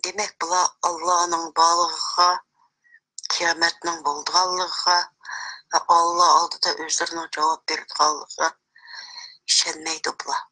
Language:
Uyghur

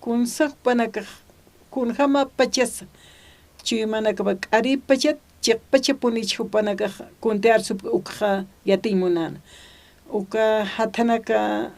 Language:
Aymara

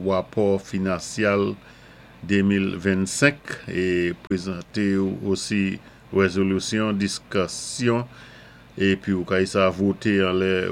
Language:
Saint Lucian Creole French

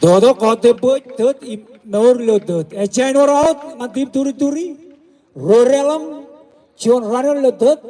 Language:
Marshallese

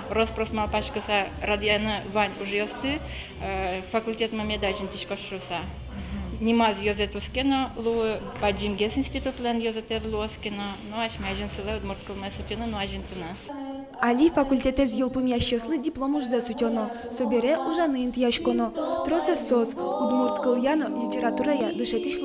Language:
Udmurt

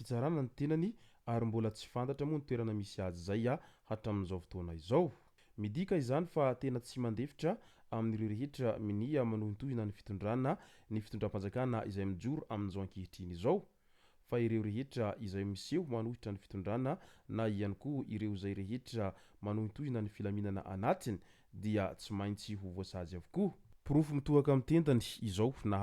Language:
Malagasy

